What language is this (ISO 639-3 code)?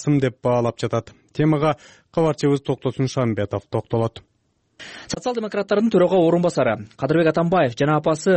kir